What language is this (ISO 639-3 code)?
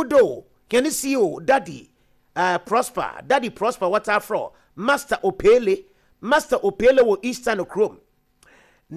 aka